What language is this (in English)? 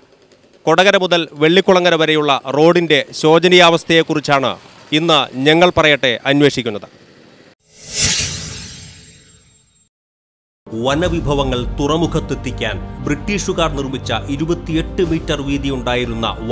Malayalam